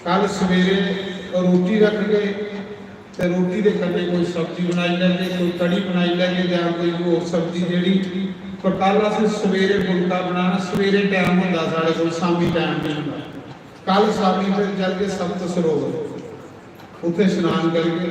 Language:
Dogri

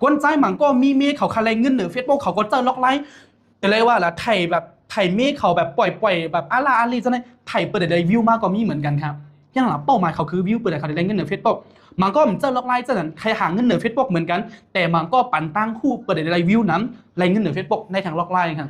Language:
Shan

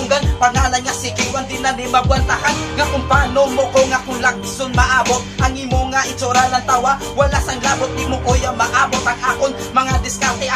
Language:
Hiligaynon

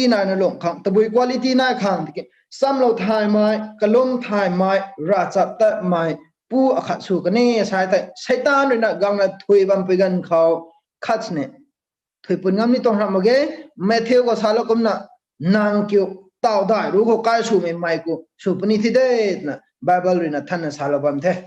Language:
Rongmei Naga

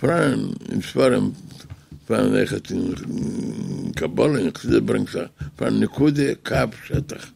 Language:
Yiddish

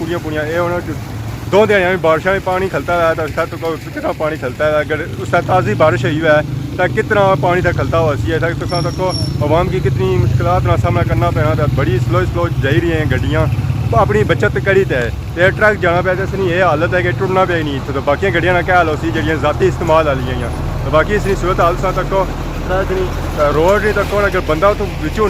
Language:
Pahari-Potwari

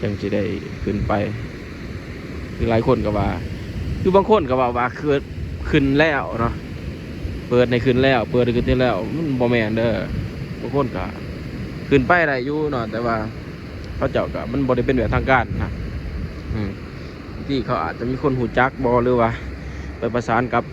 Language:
Lao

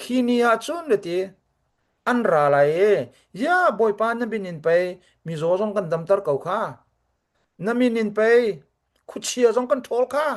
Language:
Hakha Chin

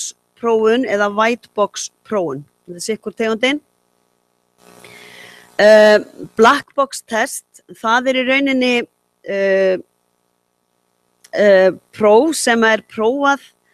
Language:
Icelandic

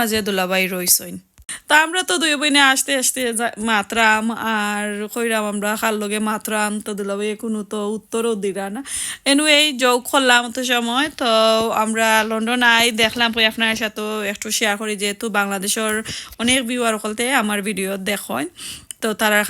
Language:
Sylheti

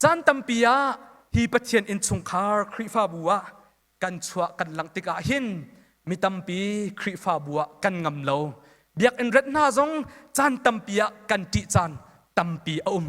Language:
Hakha Chin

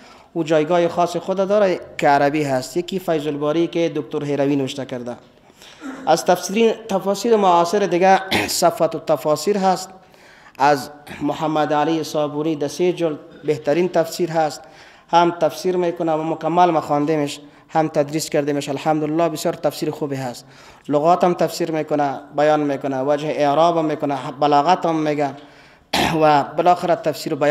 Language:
Persian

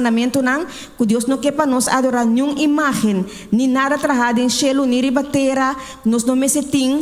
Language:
Papiamento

